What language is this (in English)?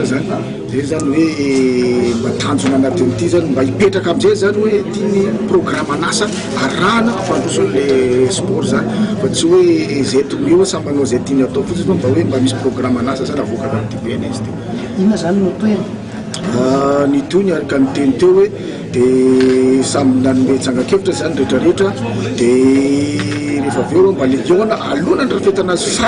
Malagasy